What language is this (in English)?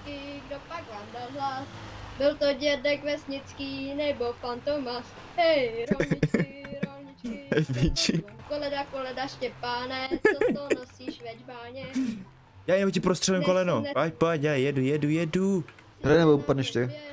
Czech